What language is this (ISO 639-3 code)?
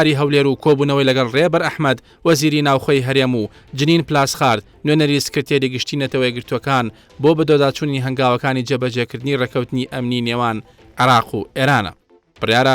ckb